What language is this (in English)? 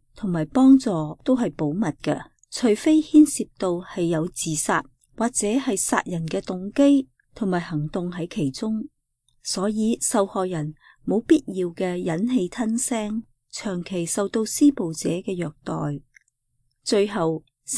Cantonese